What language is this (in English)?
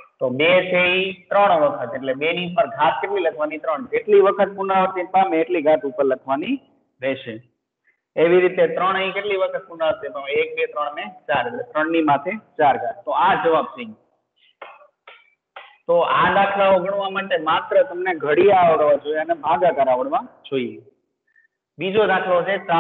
Gujarati